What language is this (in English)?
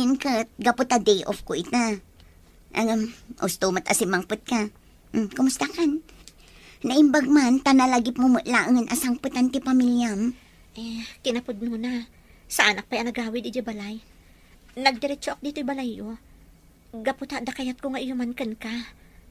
Iloko